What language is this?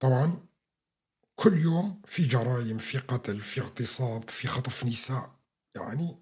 North Levantine Arabic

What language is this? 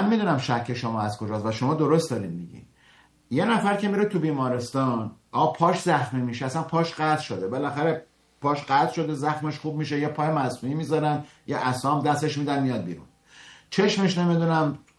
Persian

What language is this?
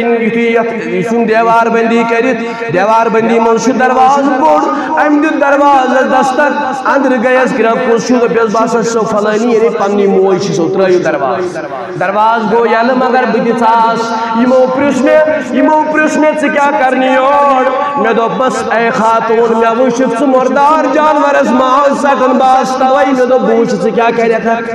Kashmiri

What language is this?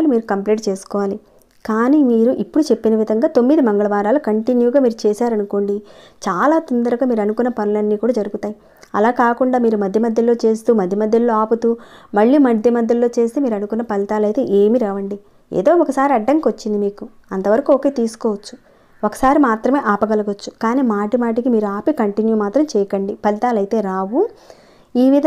Telugu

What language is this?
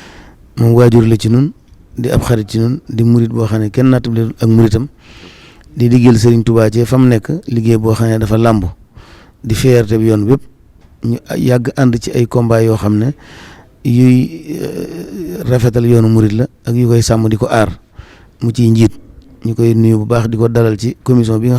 Wolof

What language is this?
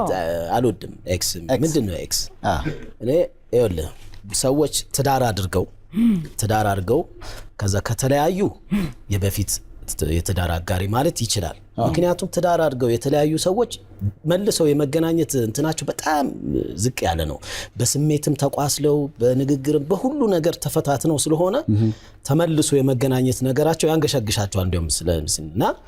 Amharic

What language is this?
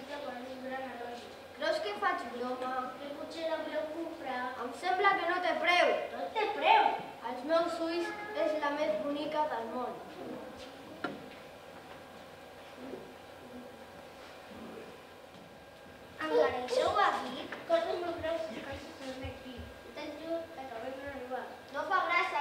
Catalan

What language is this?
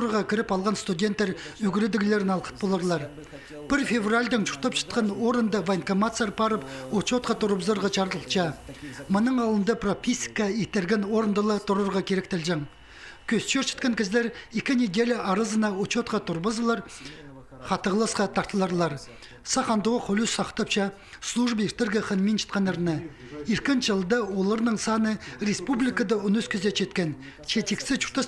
Khakas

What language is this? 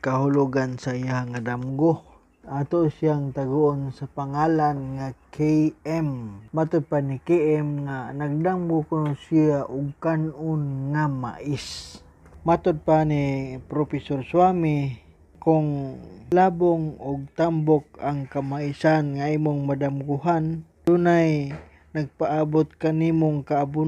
Cebuano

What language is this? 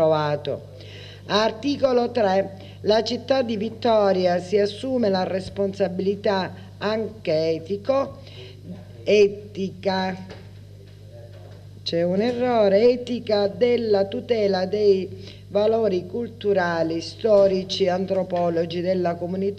Italian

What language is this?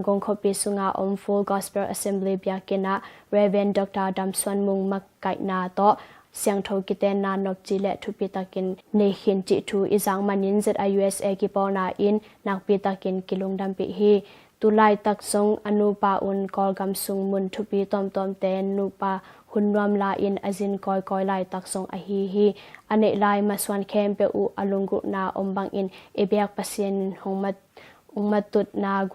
Tedim Chin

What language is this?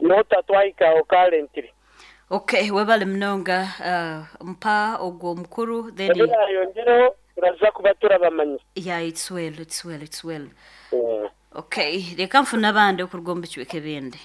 Nyoro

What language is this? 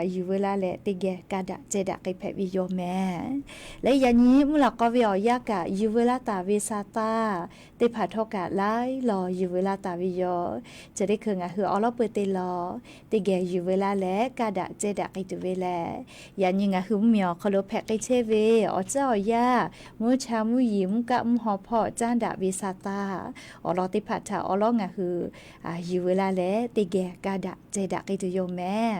Lahu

